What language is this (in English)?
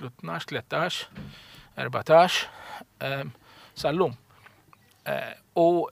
Maltese